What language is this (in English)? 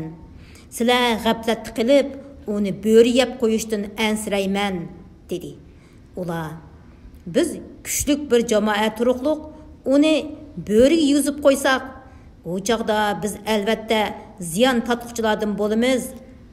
Uyghur